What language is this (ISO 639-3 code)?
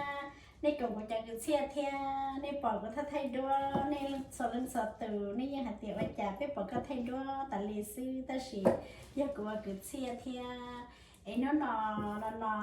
hmn